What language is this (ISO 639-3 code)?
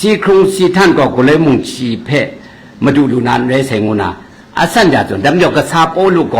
kac